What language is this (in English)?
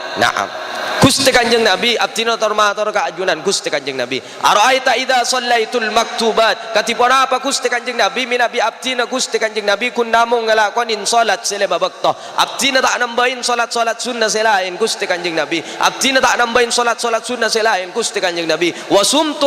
Madurese